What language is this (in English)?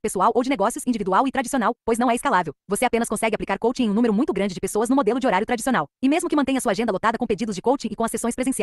Portuguese